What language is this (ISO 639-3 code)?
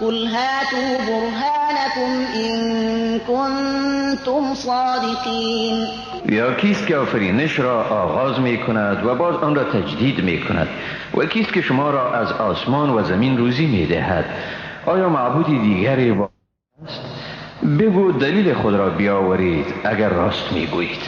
fas